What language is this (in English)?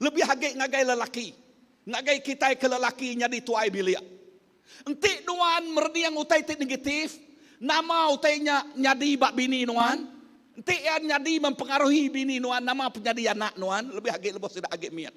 Iban